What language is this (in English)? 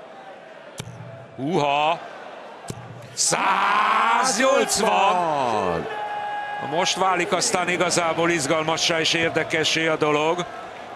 Hungarian